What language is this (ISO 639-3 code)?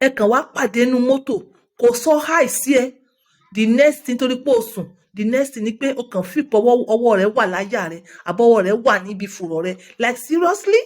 yor